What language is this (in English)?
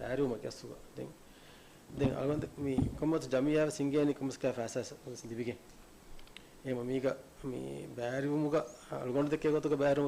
Divehi